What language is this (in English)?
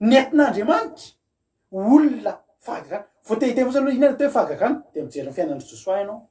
Malagasy